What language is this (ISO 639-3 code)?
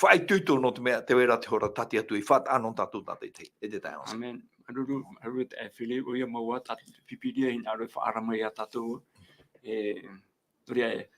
tah